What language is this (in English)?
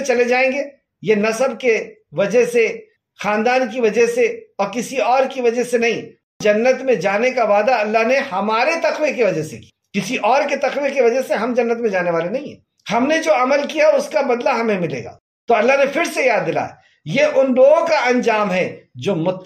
Urdu